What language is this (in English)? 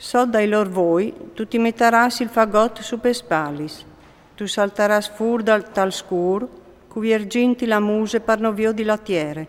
Friulian